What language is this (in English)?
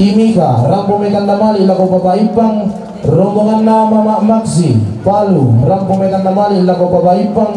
Toraja-Sa'dan